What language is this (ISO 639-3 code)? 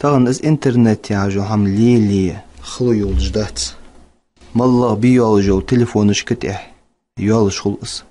inh